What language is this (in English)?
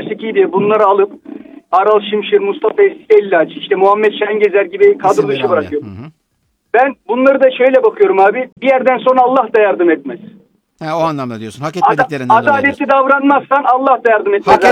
Turkish